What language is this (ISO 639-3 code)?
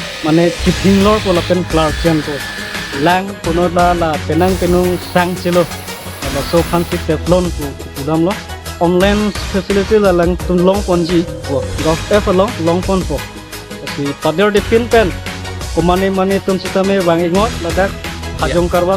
mjw